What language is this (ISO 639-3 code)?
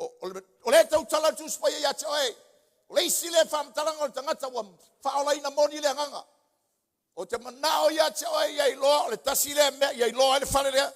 smo